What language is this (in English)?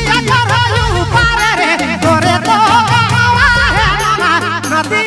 Sadri